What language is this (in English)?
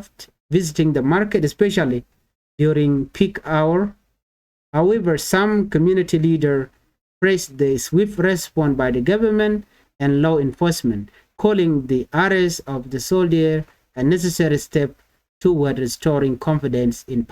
Nuer